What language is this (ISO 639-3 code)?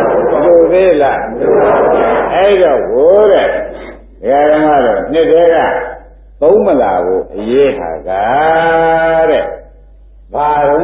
mya